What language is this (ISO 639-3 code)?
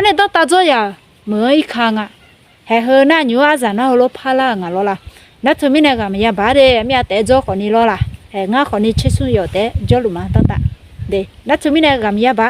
ahk